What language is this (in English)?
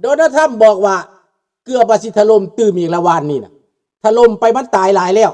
Lao